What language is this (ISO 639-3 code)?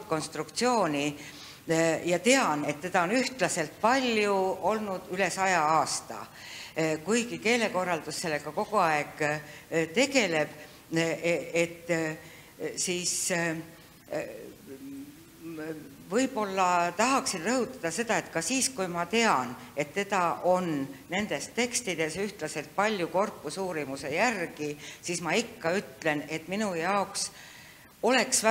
est